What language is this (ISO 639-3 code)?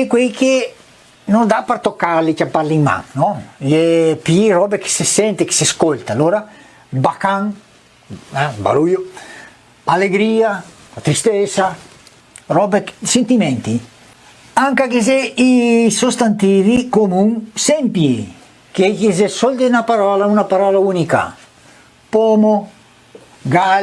vec